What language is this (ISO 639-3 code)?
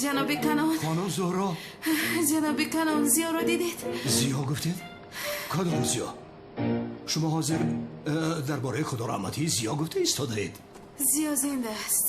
tgk